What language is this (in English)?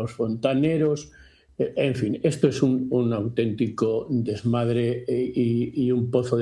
Spanish